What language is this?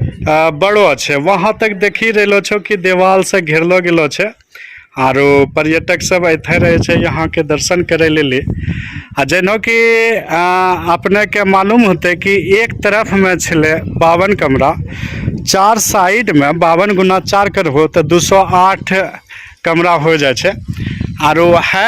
Angika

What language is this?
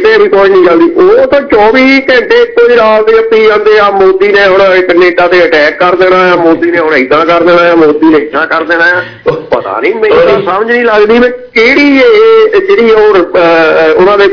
Punjabi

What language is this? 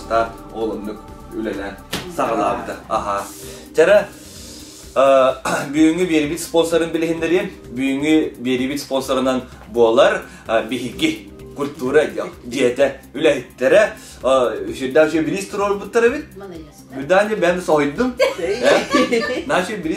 Yakut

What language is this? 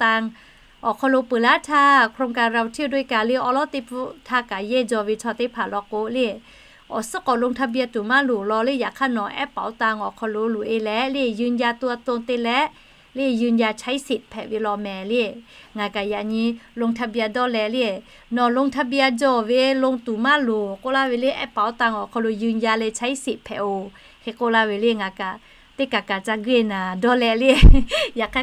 Lahu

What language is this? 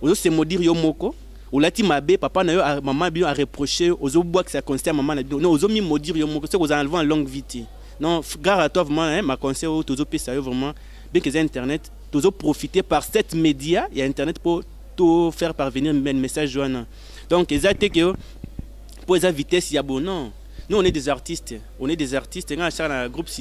Lingala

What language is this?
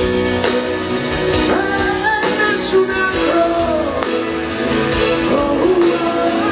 Italian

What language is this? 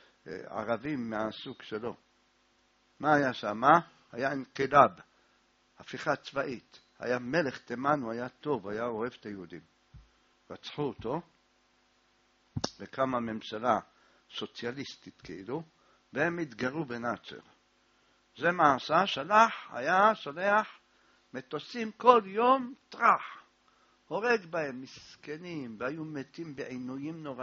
Hebrew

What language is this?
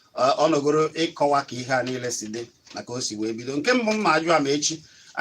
Igbo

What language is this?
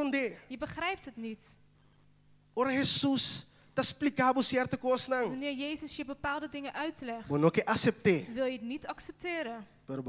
Papiamento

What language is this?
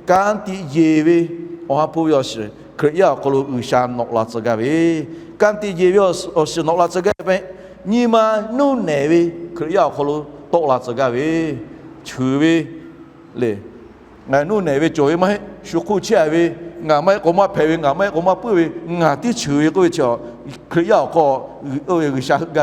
Lahu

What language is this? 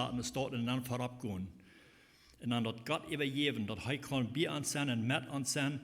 Plautdietsch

